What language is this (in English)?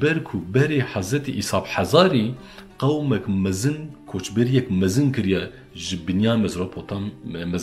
Kurdish